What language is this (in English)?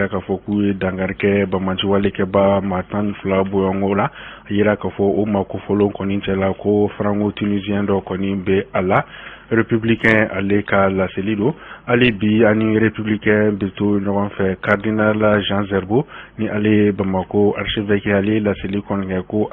Bambara